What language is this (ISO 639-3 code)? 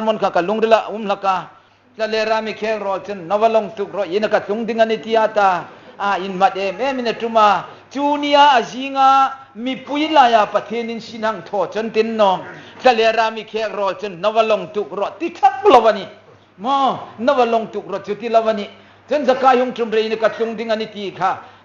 hmr